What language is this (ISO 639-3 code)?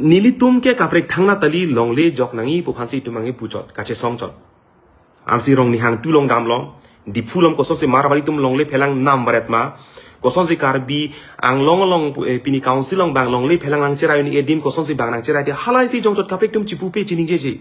mjw